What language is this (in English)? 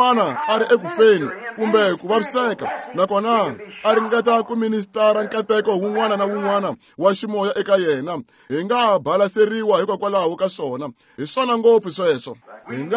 Tsonga